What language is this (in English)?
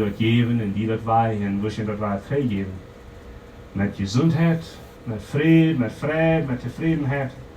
Plautdietsch